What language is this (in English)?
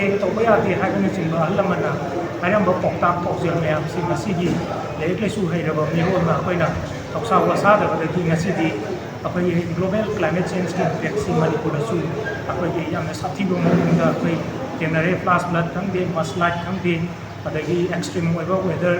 Manipuri